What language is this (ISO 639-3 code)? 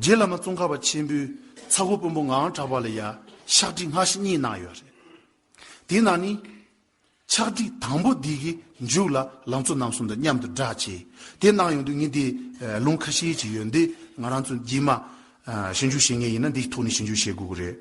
bod